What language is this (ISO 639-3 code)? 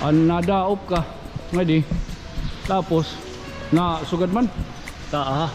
war